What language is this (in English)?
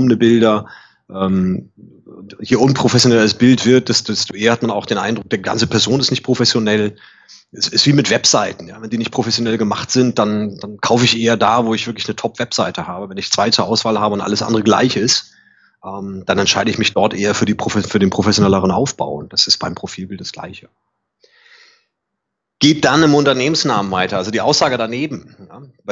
German